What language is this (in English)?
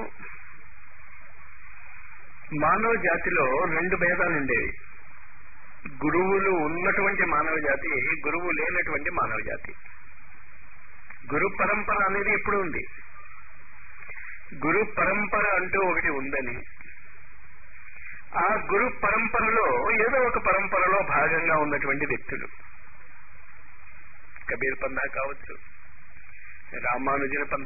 Telugu